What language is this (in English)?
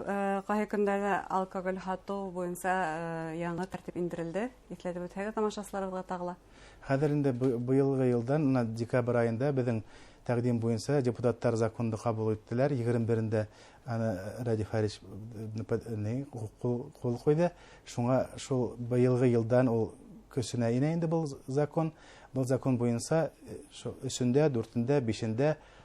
Bashkir